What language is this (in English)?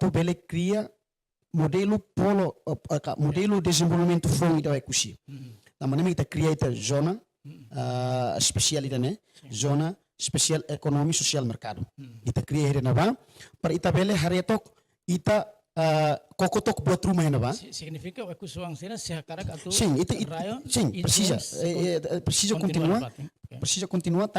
Tetum